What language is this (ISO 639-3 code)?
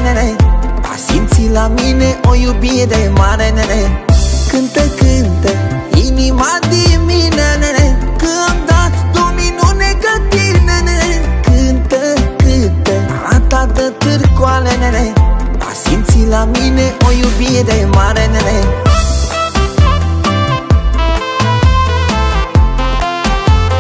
ron